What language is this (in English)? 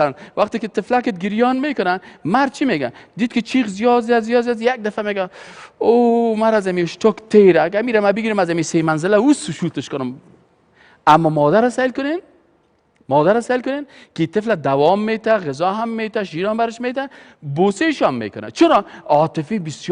Persian